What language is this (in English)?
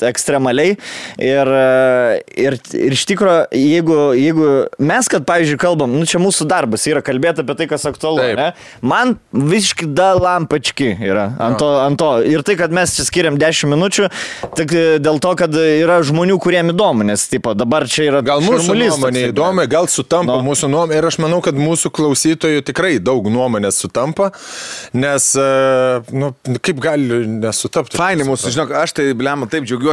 Lithuanian